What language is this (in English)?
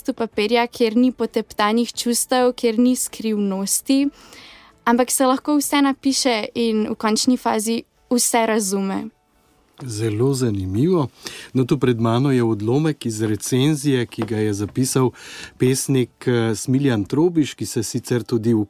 Slovenian